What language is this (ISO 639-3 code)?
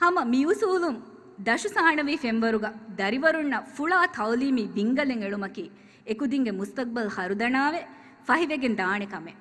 div